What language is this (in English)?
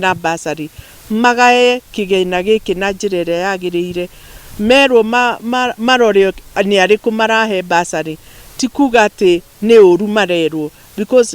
Kikuyu